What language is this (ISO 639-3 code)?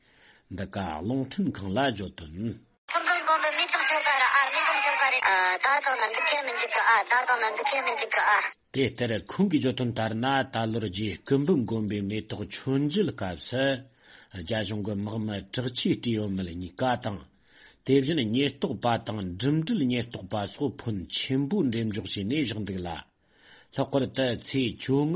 bod